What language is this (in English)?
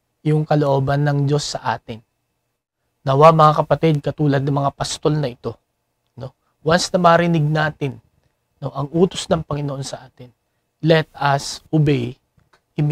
Filipino